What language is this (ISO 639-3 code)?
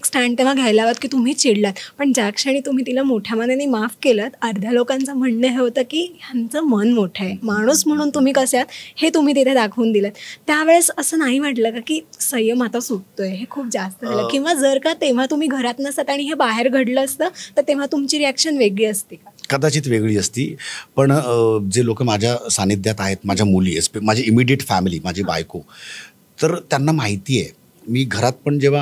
mar